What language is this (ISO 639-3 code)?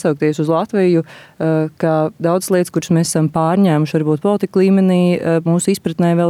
lav